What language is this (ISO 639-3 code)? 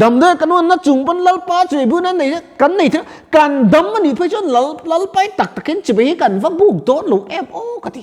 lus